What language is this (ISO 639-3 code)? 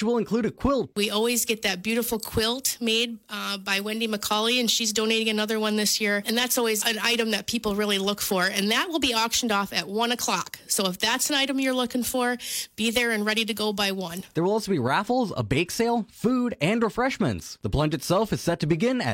eng